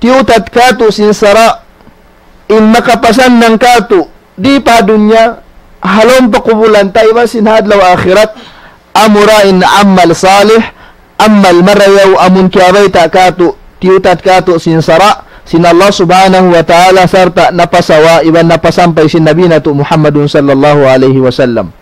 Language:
Tausug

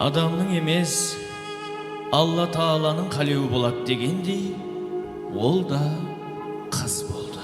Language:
Kara-Kalpak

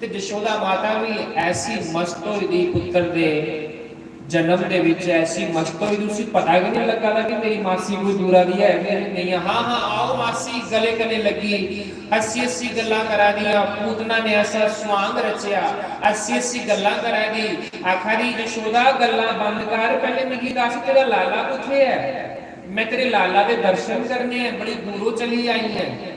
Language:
Dogri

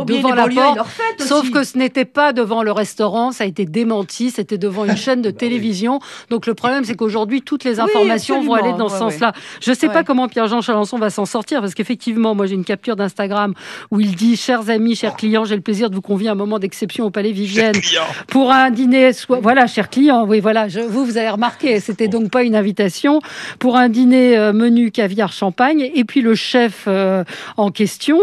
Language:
French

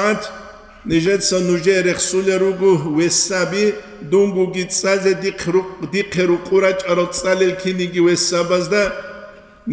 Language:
Avaric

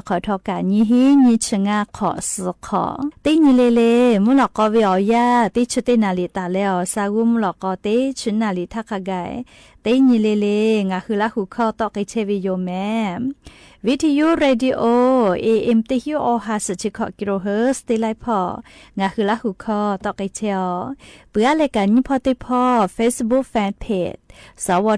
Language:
Lahu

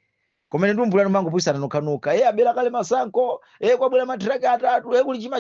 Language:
Nyanja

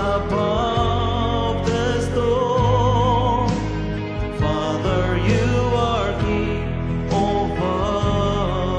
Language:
Ao Naga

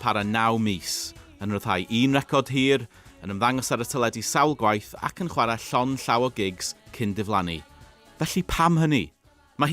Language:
Welsh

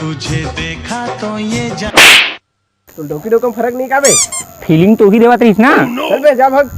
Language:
Chhattisgarhi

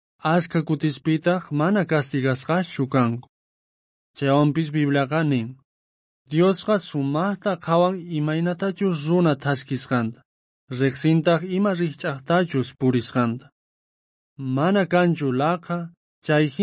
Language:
South Bolivian Quechua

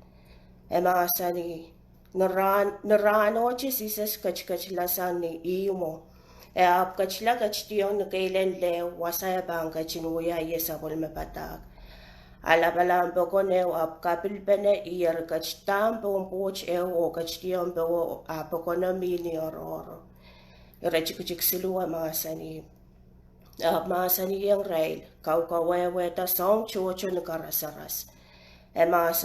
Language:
Pohnpeian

